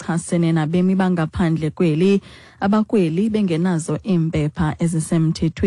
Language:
Xhosa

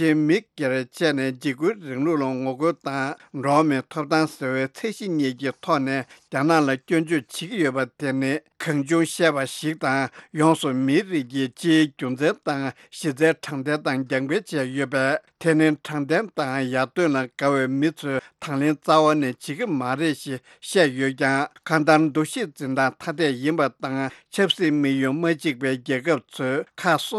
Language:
Tibetan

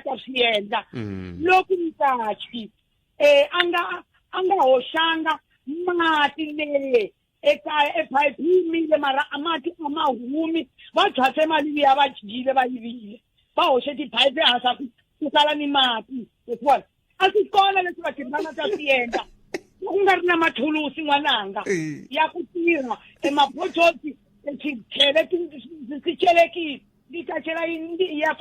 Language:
Tsonga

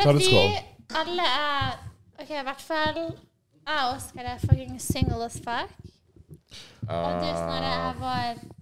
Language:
Norwegian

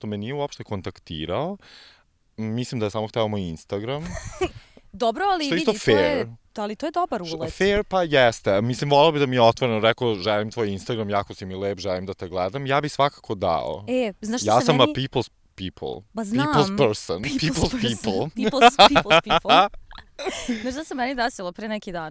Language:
Serbian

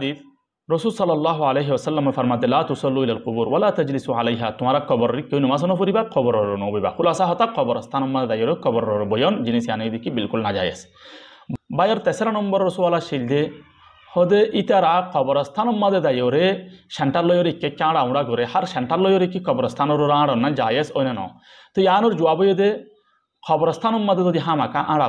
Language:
Rohingya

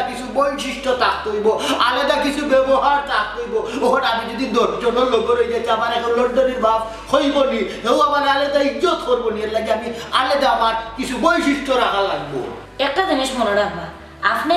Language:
Sylheti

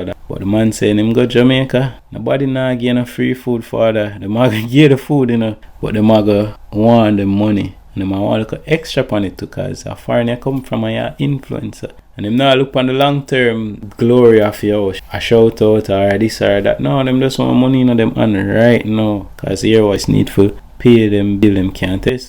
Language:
Jamaican Creole English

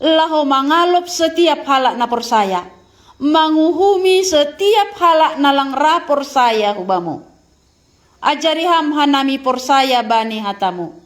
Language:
Batak Simalungun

